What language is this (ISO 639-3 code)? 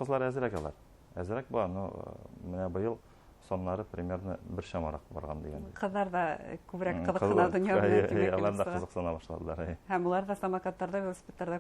bak